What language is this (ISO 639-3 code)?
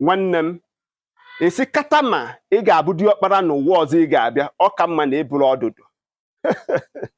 ibo